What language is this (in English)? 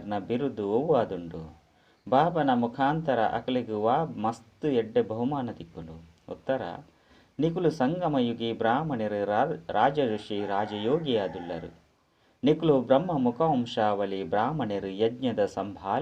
Tulu